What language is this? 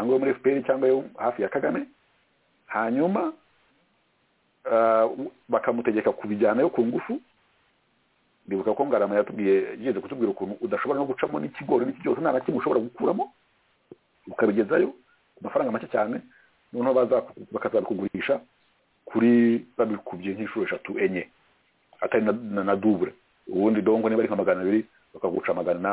Kinyarwanda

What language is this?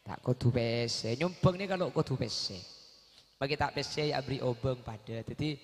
Madurese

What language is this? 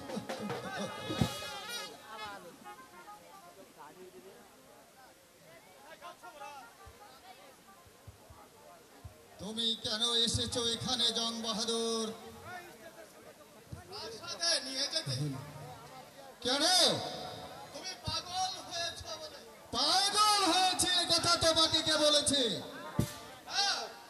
Bangla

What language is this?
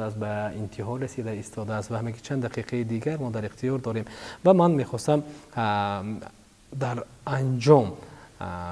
Tajik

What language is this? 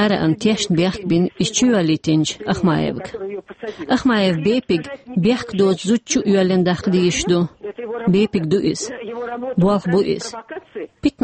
Chechen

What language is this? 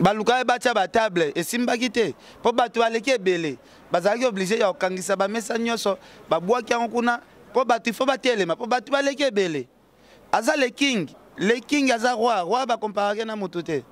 Lingala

